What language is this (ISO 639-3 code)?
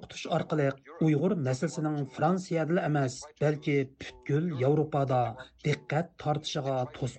uig